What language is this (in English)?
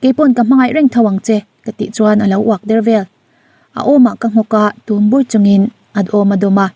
Mizo